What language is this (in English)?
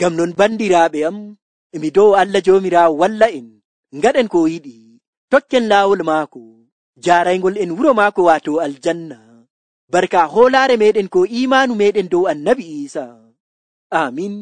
Nigerian Fulfulde